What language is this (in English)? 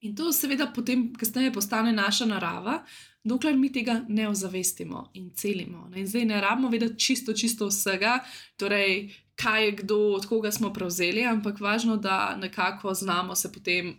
Slovenian